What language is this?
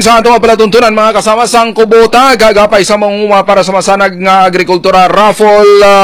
Hiligaynon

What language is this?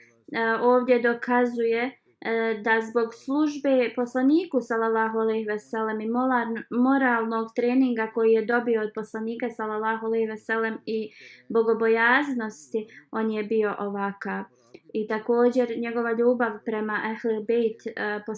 Bosnian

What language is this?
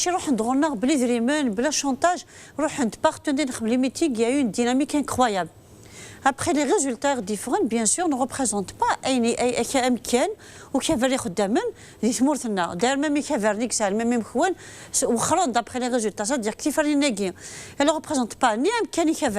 Kabyle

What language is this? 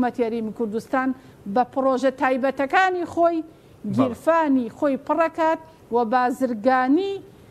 Central Kurdish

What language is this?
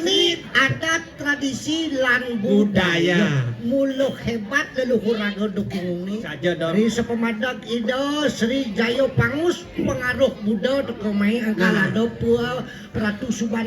Balinese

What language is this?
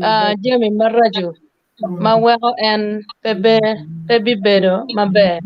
Acoli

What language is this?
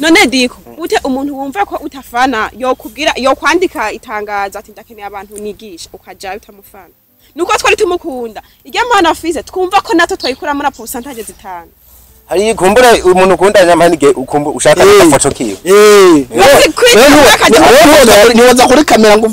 Rundi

